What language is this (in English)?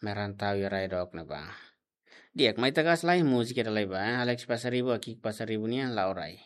Tetum